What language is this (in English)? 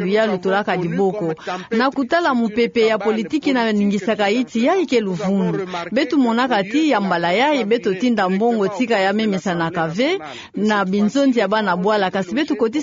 Kituba (Democratic Republic of Congo)